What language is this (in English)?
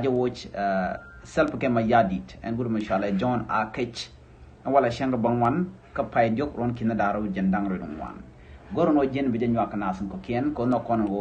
Nuer